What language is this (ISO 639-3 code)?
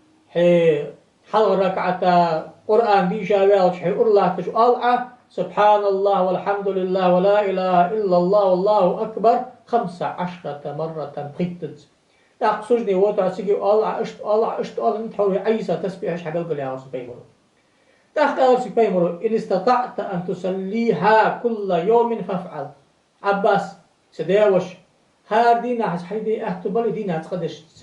inh